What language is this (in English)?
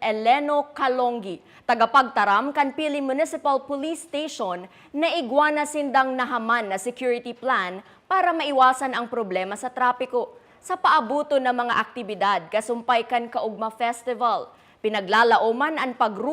Bikol